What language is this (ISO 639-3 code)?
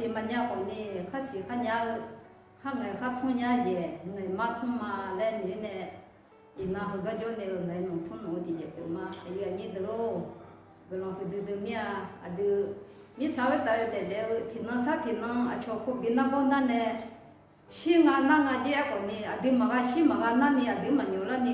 ahk